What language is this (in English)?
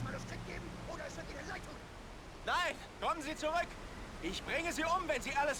Bavarian